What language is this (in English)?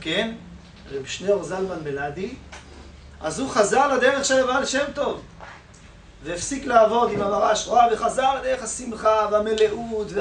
Hebrew